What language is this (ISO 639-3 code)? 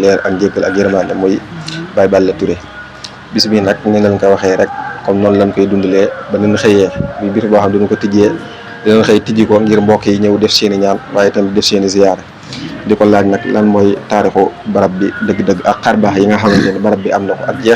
wol